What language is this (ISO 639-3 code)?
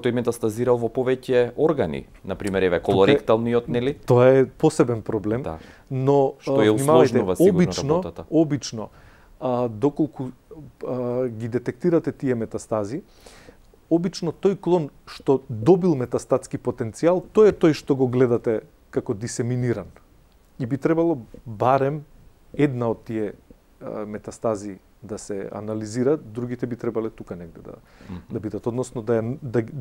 mkd